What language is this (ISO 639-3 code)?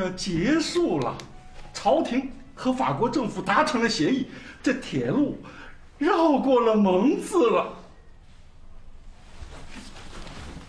zho